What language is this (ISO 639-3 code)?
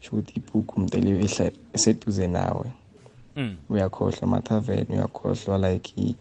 nbl